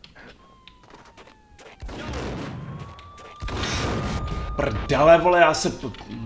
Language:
Czech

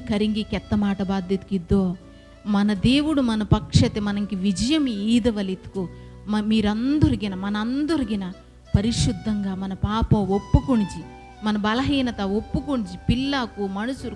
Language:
Koya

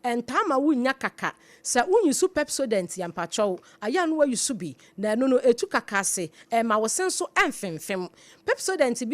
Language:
Akan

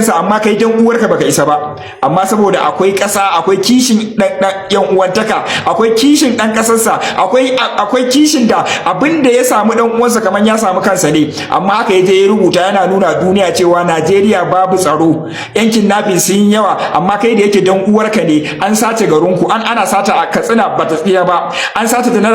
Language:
Hausa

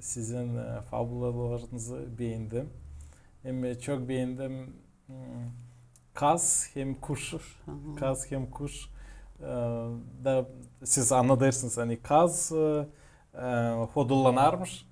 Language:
Gagauz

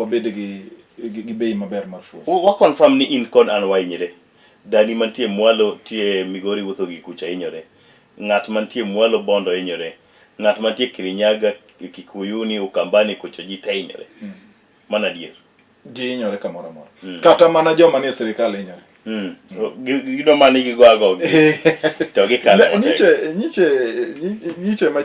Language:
Luo (Kenya and Tanzania)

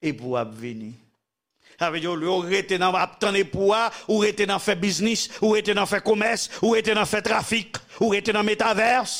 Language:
Haitian Creole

